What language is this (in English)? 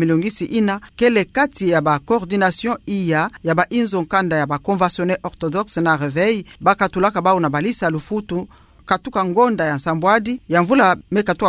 Kituba (Democratic Republic of Congo)